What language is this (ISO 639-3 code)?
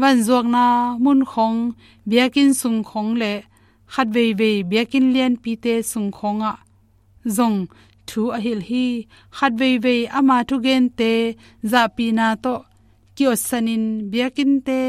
ctd